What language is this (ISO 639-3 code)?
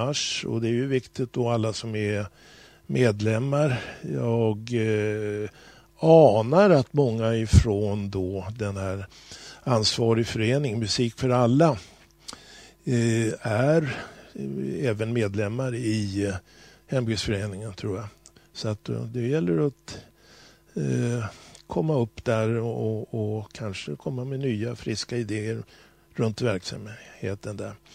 swe